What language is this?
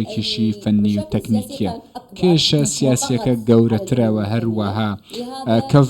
Central Kurdish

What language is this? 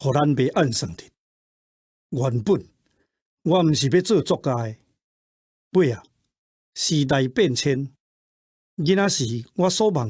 Min Nan Chinese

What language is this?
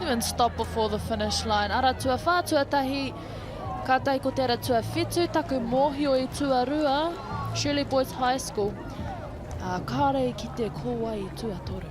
Māori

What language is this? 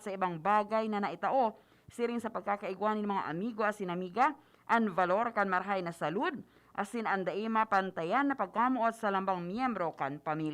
Bikol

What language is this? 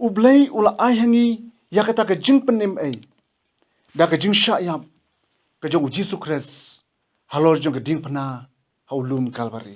Khasi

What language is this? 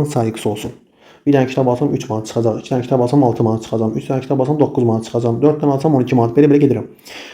Azerbaijani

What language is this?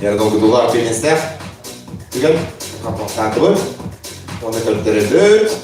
Yakut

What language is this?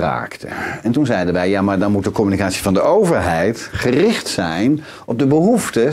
Dutch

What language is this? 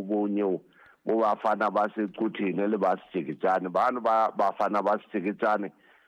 Southern Sotho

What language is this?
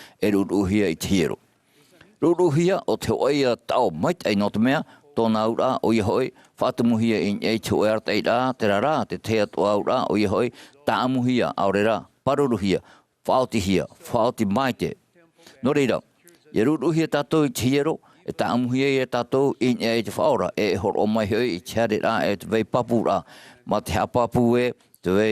Tahitian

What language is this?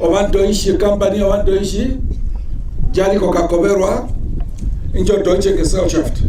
Herero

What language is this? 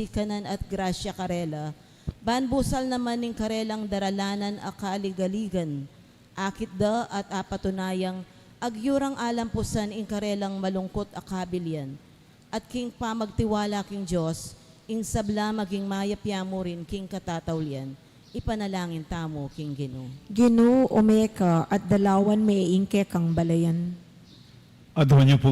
Pampanga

